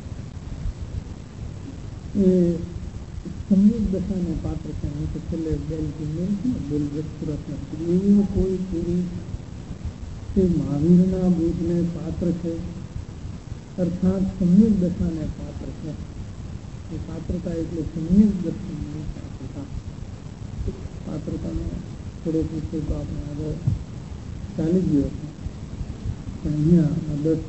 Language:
Gujarati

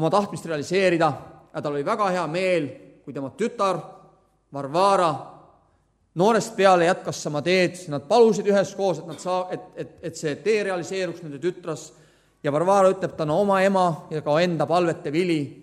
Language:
Estonian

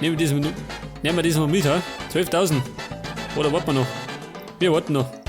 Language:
Bavarian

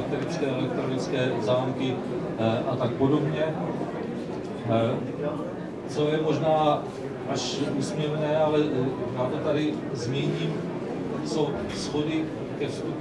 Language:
Czech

